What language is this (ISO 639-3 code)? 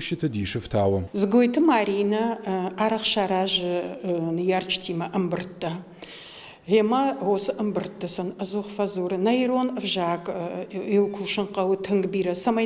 oss